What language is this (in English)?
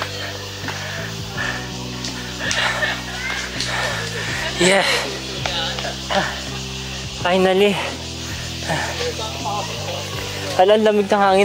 Filipino